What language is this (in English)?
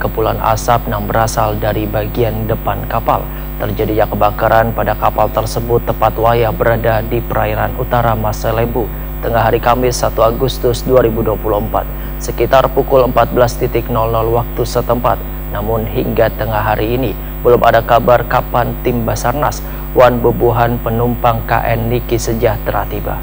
Banjar